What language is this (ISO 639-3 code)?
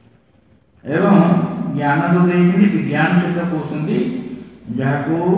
ori